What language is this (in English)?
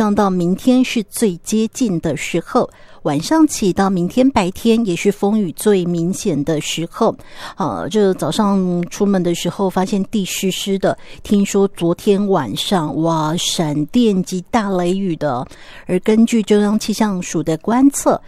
Chinese